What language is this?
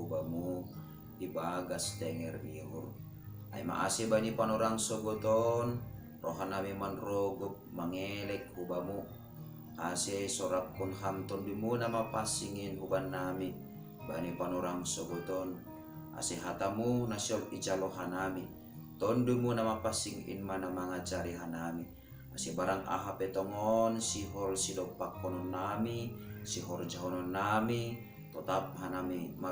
Batak Simalungun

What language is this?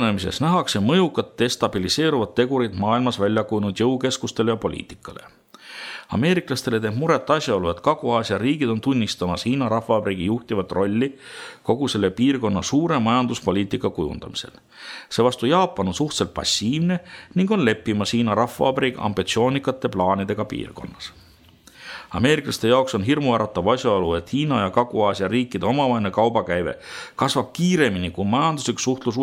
Estonian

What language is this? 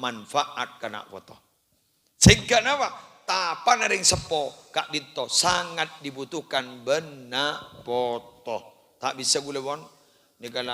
Madurese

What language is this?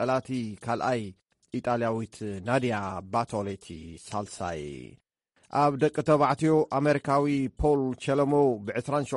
Tigrinya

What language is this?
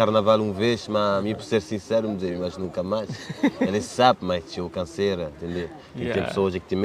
Kabuverdianu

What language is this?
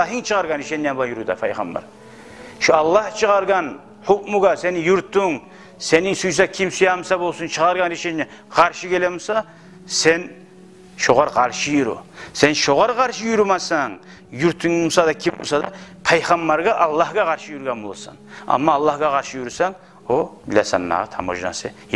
Kumyk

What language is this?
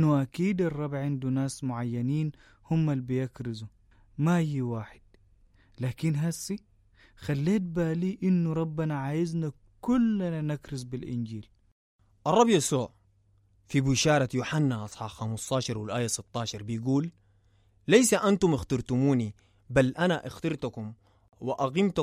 Sudanese Arabic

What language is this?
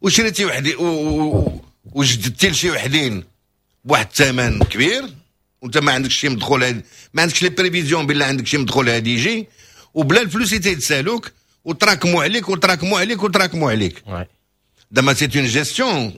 Moroccan Arabic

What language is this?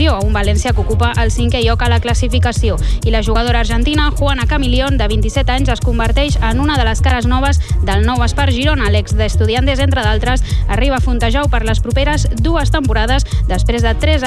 Catalan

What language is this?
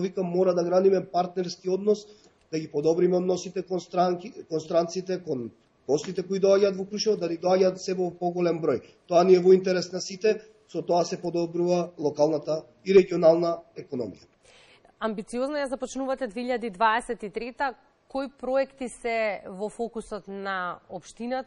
Macedonian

